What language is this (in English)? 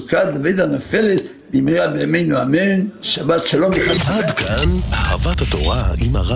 Hebrew